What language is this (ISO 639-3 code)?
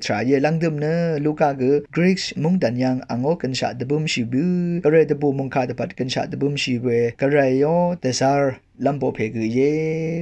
raw